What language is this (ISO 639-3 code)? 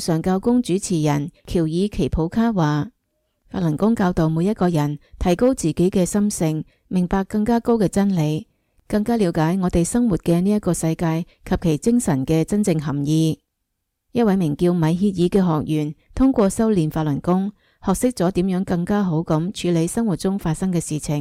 yue